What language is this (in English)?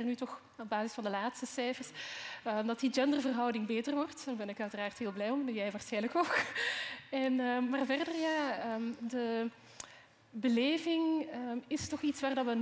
Dutch